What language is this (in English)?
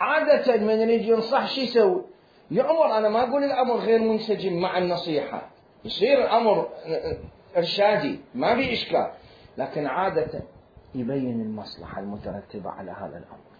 Mesopotamian Arabic